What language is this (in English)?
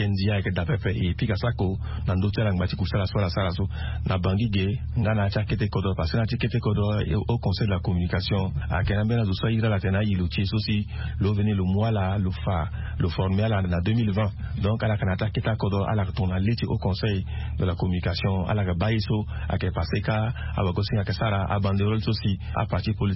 Sango